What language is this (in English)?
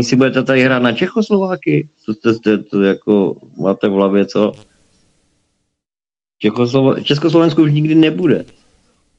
Czech